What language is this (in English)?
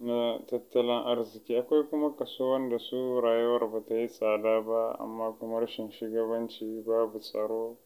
Hausa